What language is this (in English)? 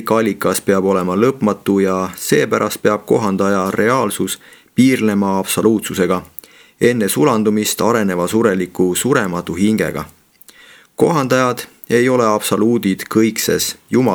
Estonian